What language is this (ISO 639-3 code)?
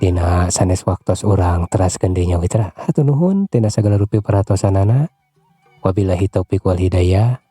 sun